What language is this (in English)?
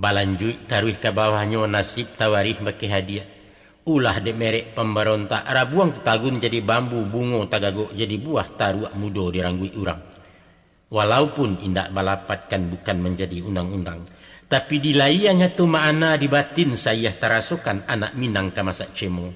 Minangkabau